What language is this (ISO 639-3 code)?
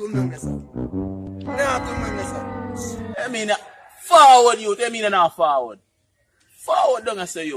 jam